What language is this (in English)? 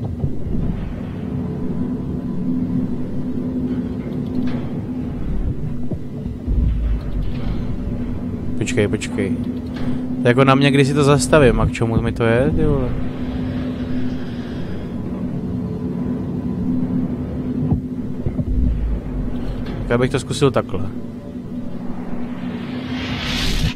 Czech